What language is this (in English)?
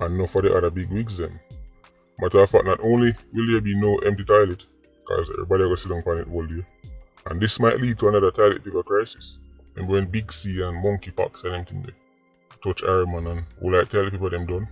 Jamaican Creole English